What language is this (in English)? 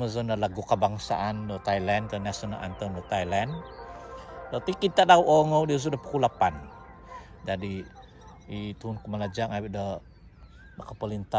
Central Dusun